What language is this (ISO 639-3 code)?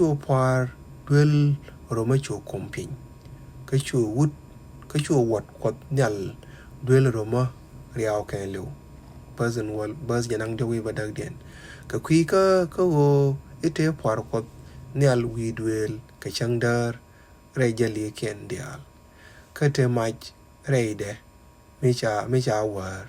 nus